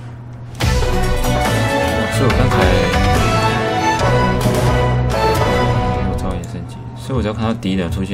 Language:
Chinese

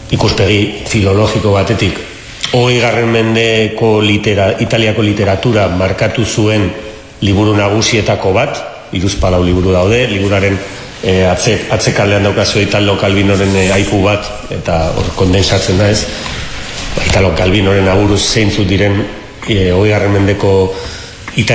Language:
Basque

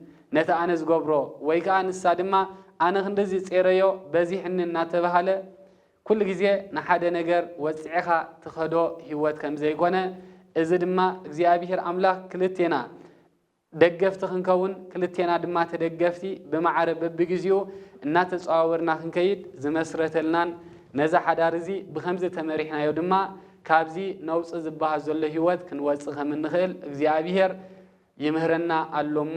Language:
Tigrinya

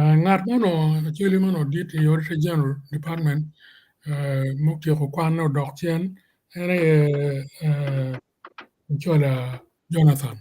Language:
Acoli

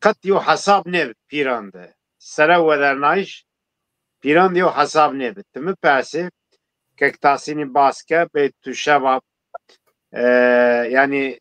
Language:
Zaza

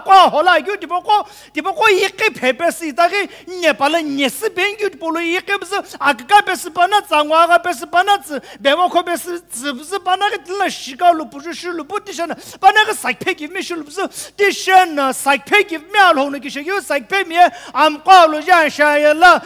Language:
Sumi Naga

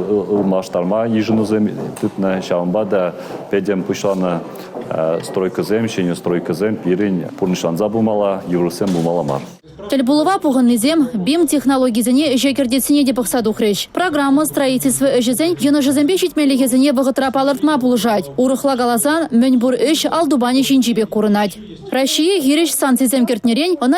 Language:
Chuvash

